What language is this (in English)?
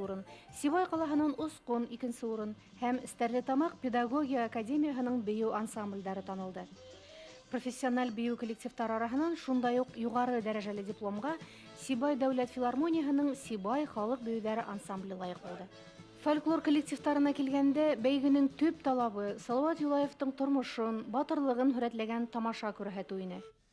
Bashkir